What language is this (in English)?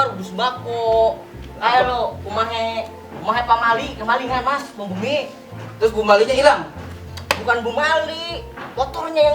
Betawi